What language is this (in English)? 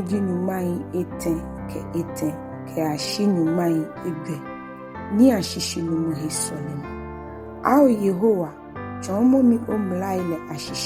Ga